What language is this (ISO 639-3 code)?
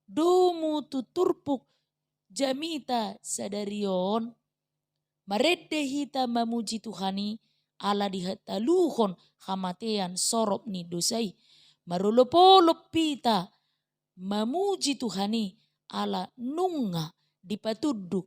bbc